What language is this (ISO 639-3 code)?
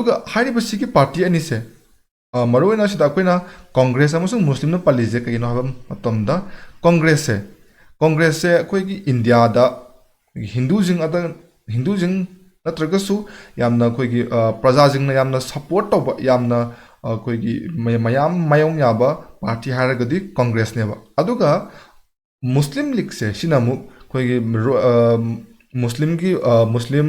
mni